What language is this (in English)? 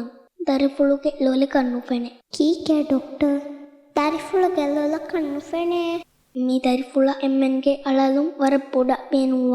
Divehi